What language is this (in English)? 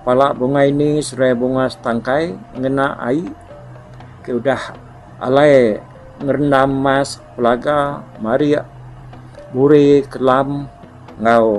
Iban